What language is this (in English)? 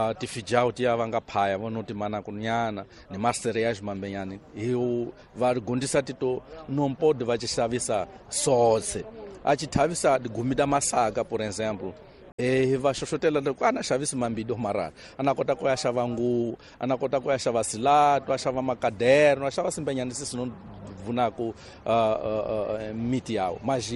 Tsonga